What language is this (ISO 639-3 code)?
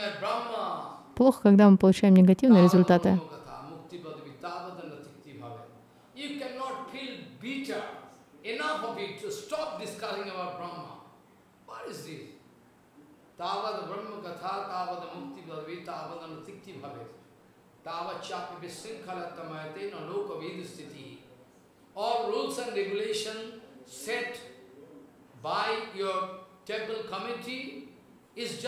rus